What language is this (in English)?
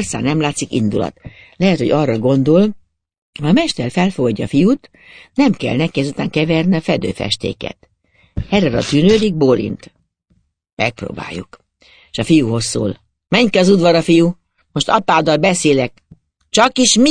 Hungarian